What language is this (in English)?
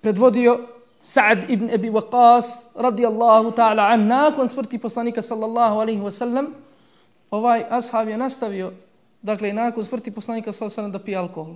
Bosnian